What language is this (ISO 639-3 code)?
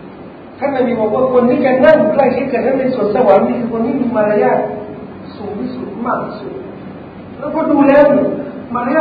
tha